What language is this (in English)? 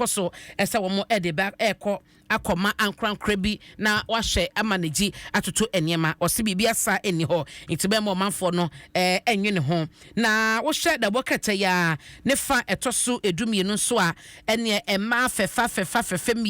Akan